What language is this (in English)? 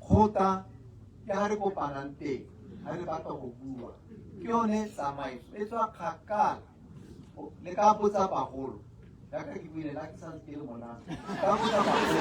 Tswana